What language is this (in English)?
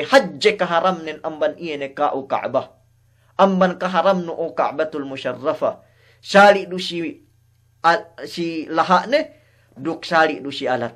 Yakan